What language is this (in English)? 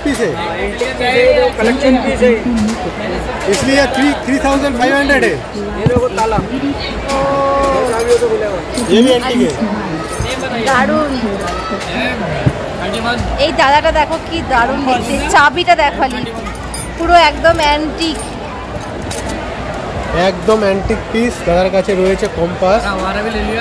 Bangla